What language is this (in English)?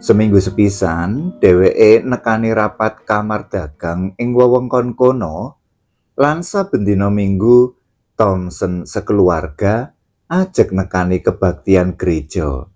Javanese